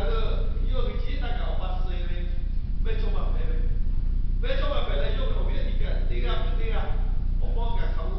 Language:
Lahu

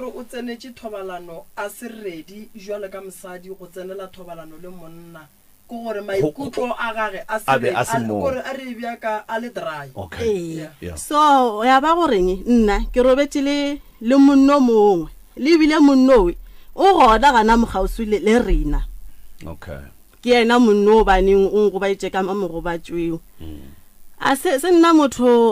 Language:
Northern Sotho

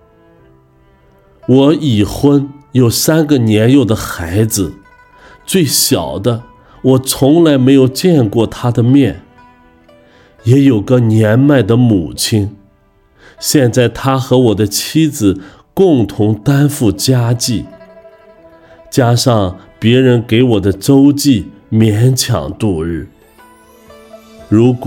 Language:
Chinese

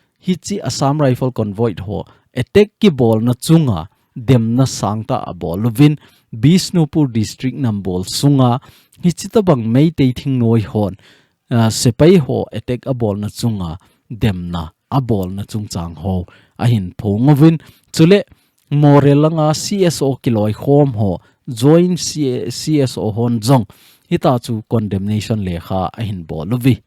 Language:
Thado Chin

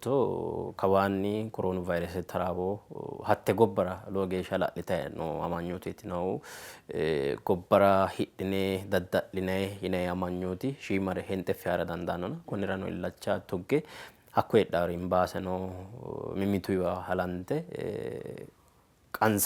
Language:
Sidamo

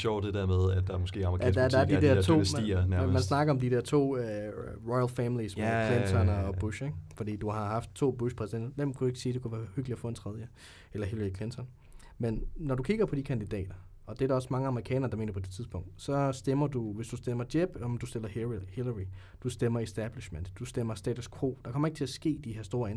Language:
Danish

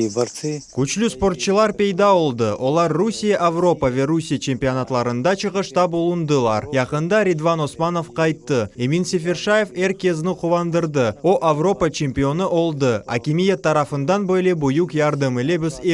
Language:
Crimean Tatar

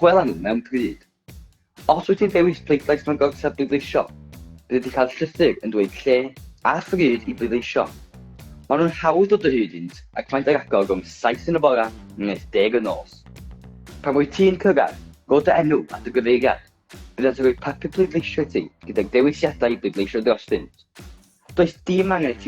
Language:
Welsh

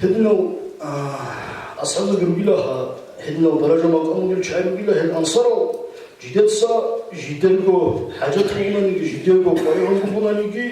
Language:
Avaric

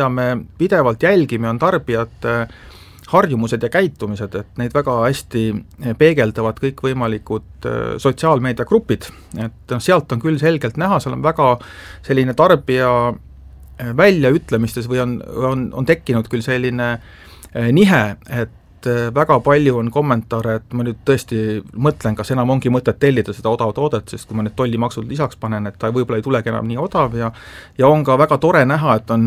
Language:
Estonian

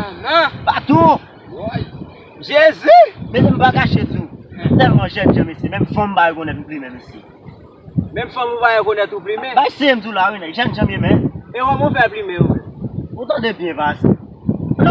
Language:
Haitian Creole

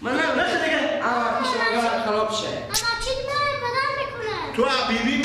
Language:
Persian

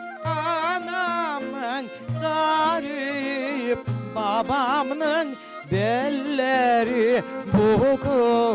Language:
Crimean Tatar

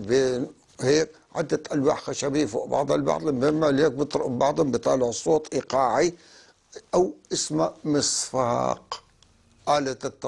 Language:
North Levantine Arabic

